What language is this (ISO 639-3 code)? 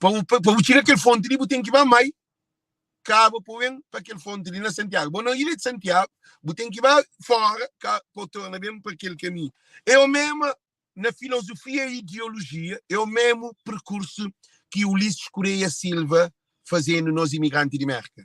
kea